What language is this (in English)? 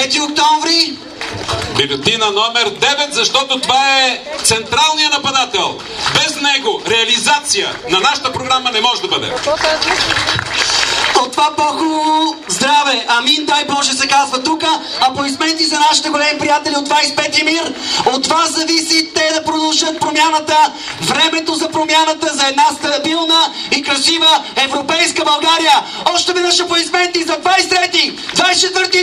Bulgarian